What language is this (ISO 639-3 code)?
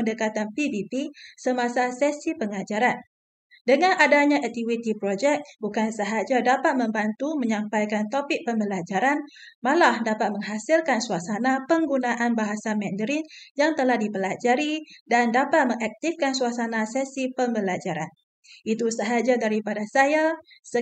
msa